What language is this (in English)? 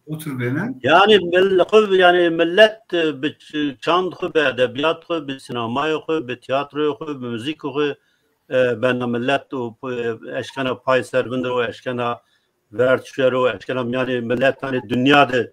Zaza